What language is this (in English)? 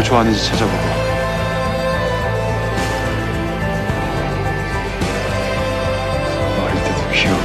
Korean